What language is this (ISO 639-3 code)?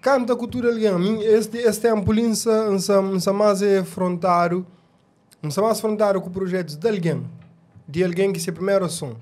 kea